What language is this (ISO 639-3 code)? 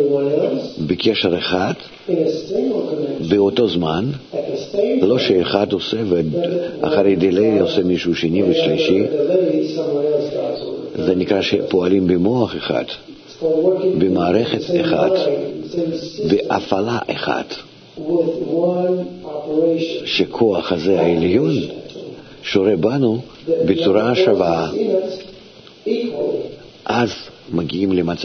heb